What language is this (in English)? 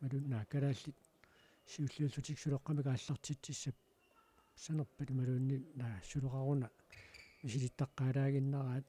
Kalaallisut